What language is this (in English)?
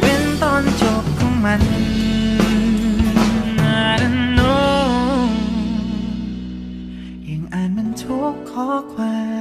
Thai